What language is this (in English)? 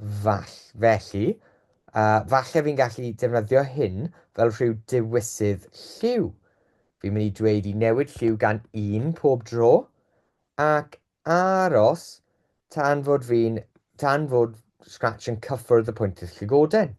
Welsh